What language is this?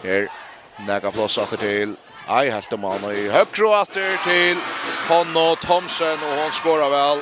Faroese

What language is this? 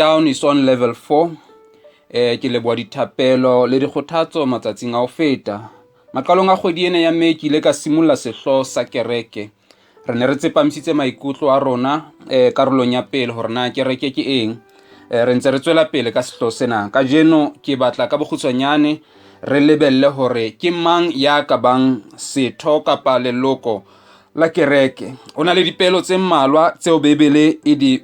Southern Sotho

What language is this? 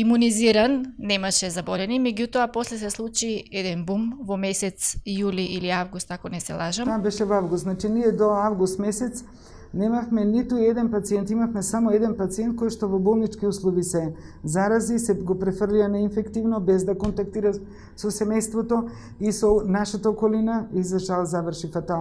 Macedonian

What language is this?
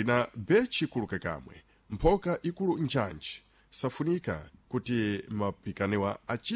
Sena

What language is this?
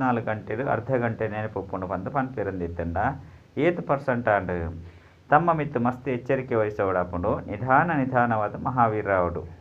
Tulu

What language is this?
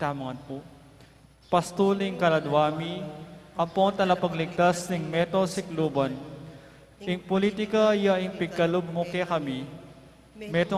Pampanga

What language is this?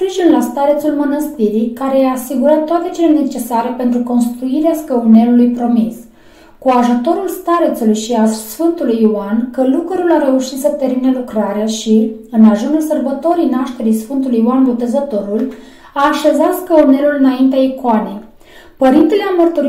Romanian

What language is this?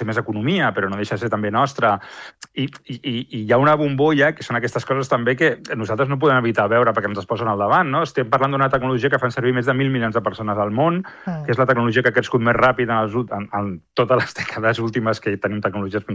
Catalan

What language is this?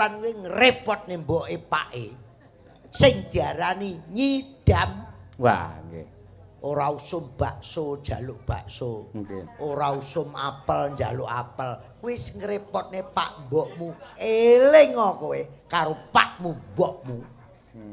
Javanese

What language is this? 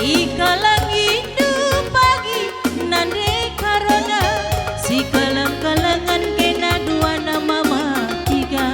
Batak Karo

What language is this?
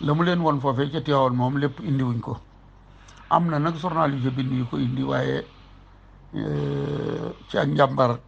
Wolof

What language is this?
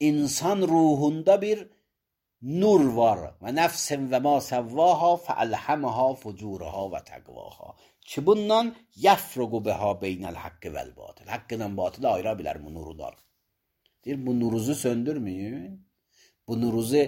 Azerbaijani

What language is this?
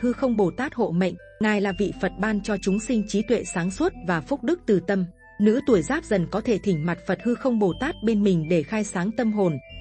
Vietnamese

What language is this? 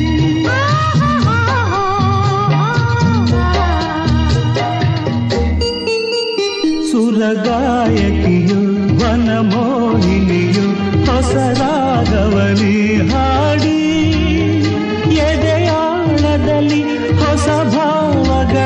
Kannada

